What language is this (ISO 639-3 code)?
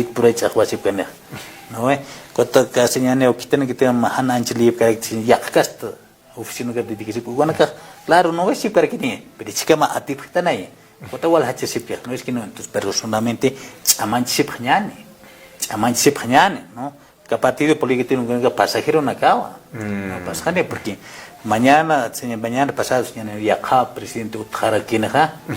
aym